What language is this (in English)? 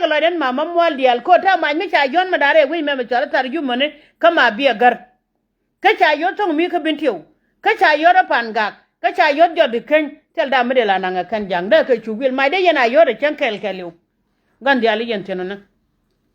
Nuer